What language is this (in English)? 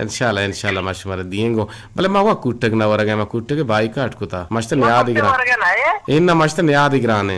Eastern Balochi